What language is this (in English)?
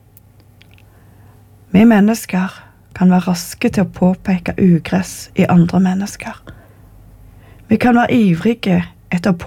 Norwegian